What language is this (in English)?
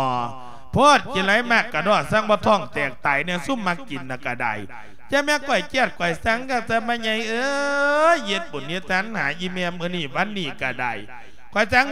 Lao